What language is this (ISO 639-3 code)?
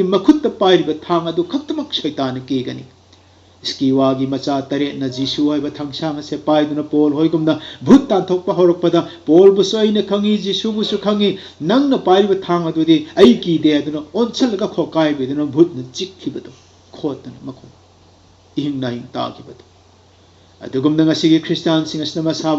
mni